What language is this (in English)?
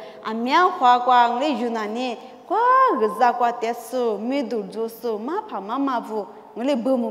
Lisu